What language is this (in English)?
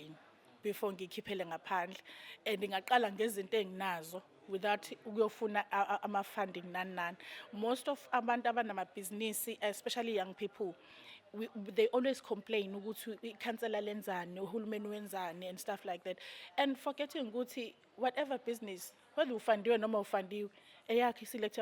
Zulu